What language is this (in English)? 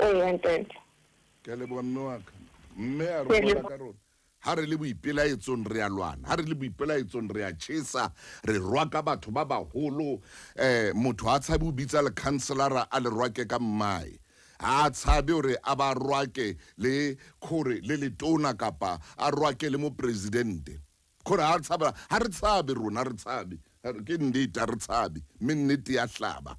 Southern Sotho